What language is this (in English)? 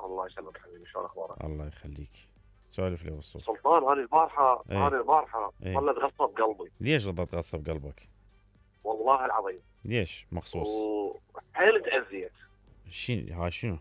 Mesopotamian Arabic